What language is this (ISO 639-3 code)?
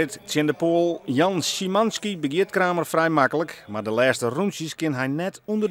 fry